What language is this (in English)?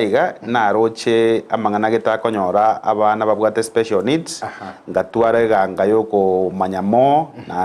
Gusii